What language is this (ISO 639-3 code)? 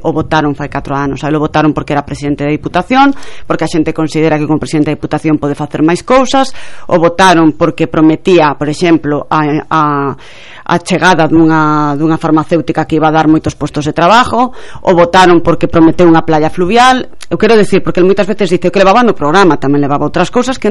glg